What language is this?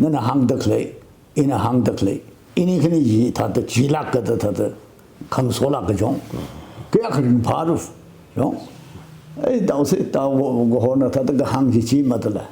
Tangkhul Naga (India)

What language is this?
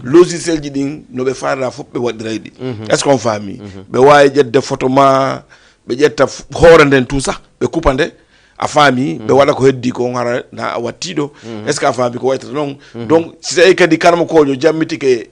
Fula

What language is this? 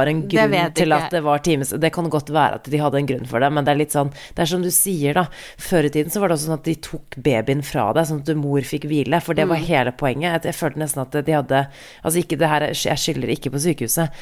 Norwegian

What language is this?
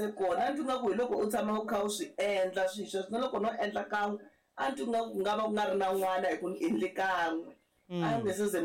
Tsonga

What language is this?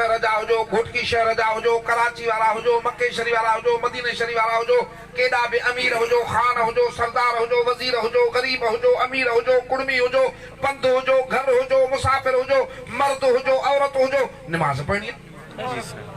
Sindhi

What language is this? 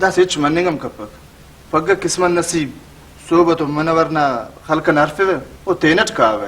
Brahui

